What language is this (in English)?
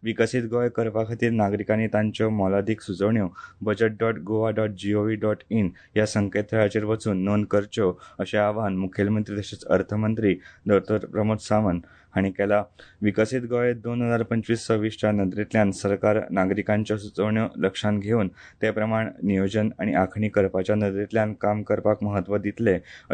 Konkani